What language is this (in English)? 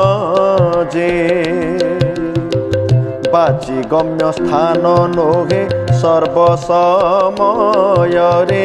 Odia